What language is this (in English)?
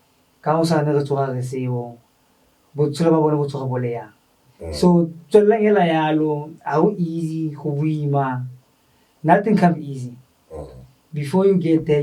Tswana